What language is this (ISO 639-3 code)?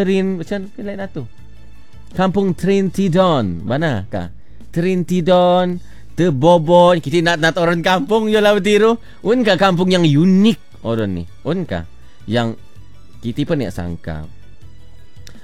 msa